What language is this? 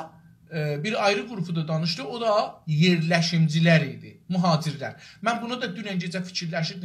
South Azerbaijani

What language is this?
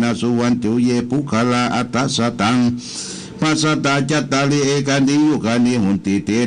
Pali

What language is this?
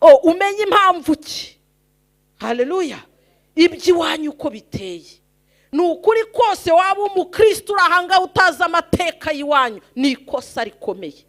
Kinyarwanda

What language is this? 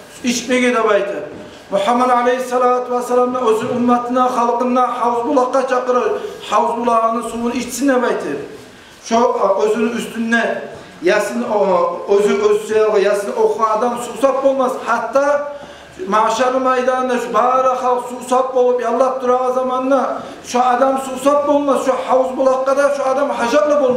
Kumyk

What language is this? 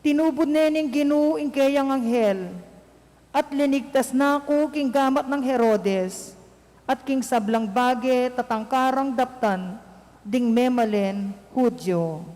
Pampanga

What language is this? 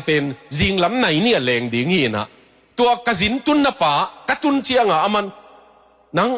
Tedim Chin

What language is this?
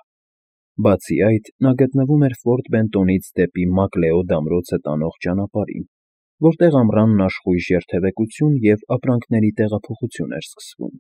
Armenian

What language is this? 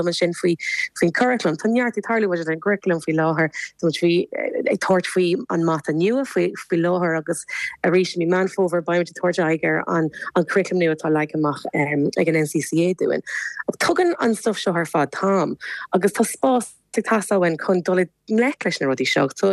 Irish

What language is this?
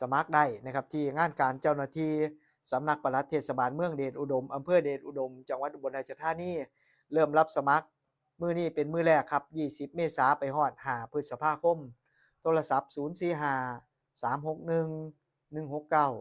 Northeastern Thai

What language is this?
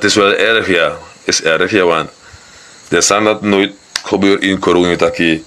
Sranan Tongo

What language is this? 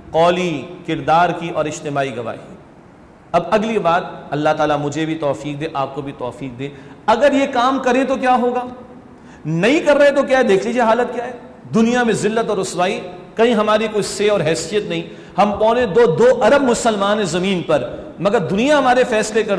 Urdu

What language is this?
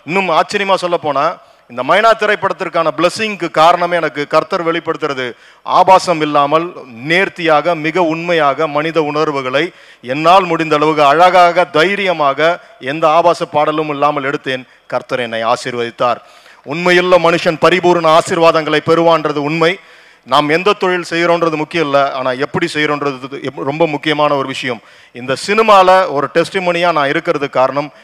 Tamil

